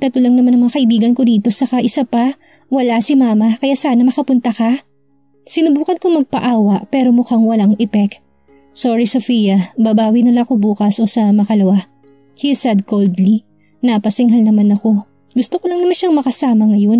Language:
Filipino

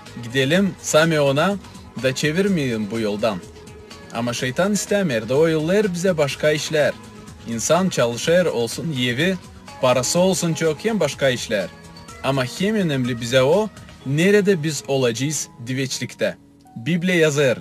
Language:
Gagauz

